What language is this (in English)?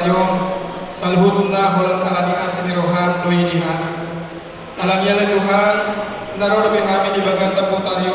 Batak Toba